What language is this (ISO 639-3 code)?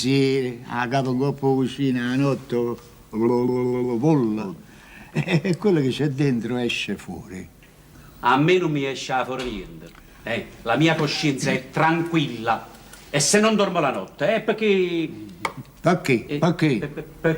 nap